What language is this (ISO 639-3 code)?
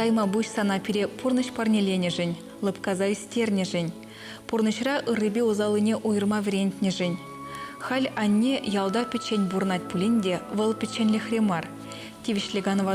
chv